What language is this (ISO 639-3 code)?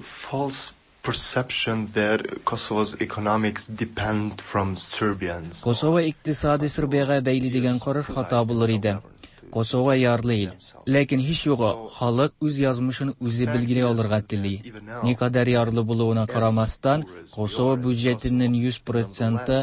tat